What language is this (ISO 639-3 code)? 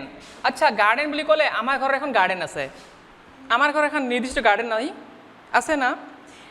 asm